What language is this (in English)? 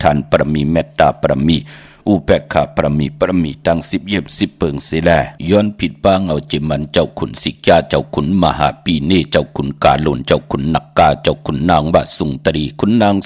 Shan